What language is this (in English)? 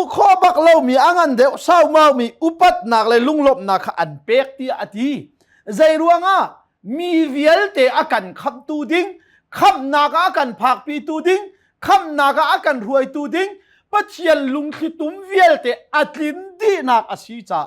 Hakha Chin